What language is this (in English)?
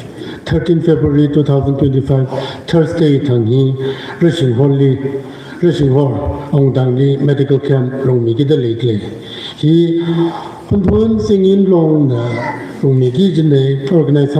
Tangkhul Naga (India)